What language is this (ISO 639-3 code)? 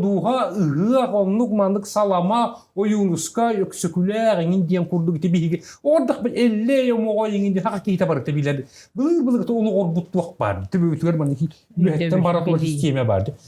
sah